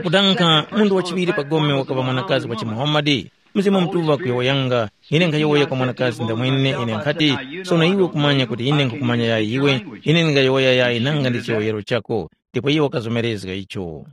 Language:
Tumbuka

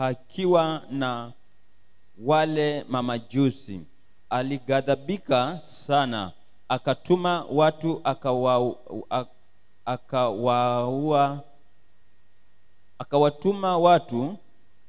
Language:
Swahili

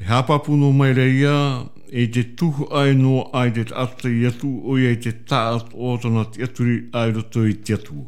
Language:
Tahitian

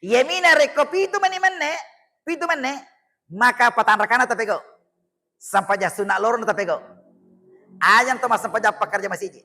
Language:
Buginese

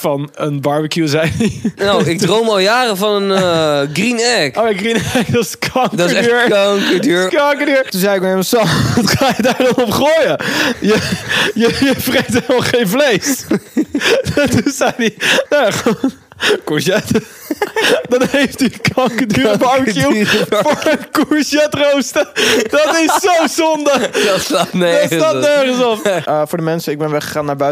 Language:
Dutch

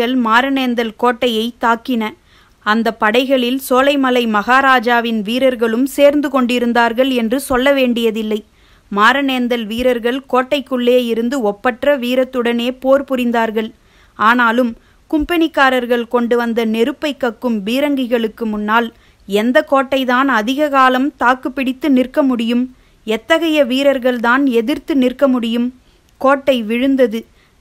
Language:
Tamil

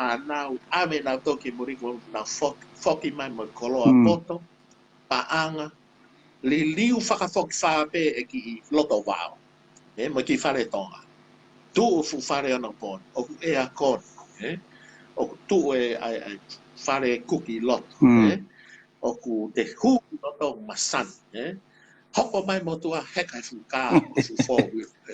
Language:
Tongan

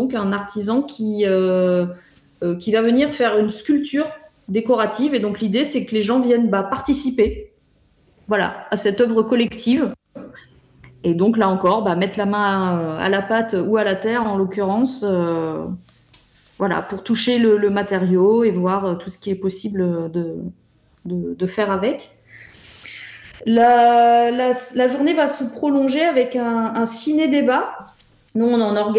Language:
French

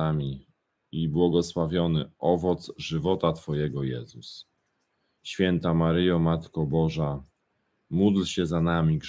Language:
Polish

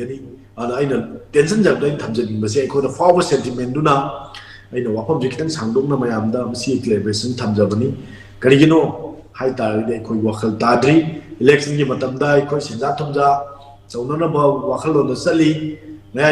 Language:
Manipuri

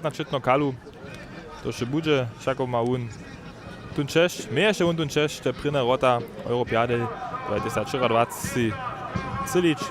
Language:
Upper Sorbian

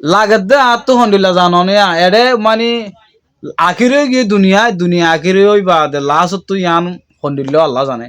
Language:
Rohingya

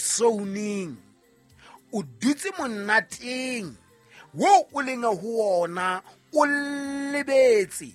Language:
Southern Sotho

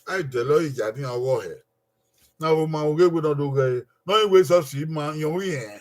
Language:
Bini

